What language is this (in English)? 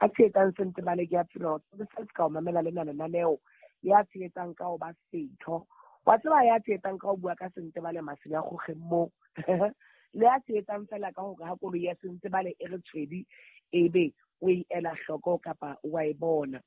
Southern Sotho